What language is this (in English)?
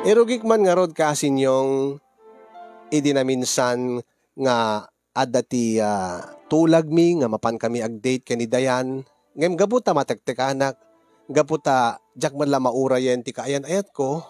Iloko